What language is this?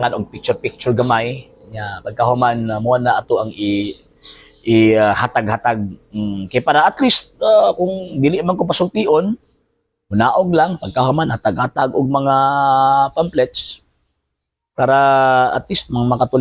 Cebuano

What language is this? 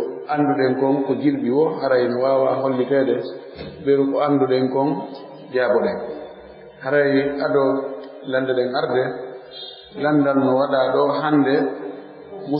Fula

